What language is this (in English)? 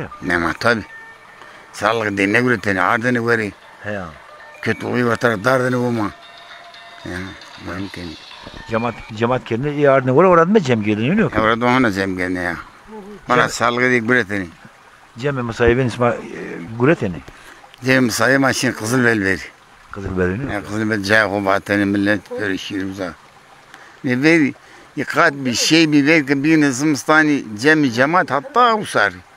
Zaza